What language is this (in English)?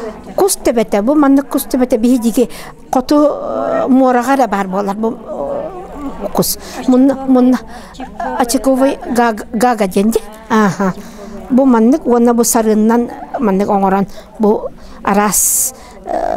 Yakut